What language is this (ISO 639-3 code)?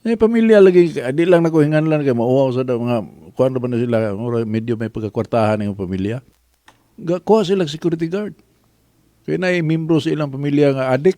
ceb